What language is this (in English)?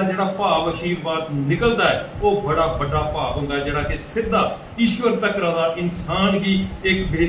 Dogri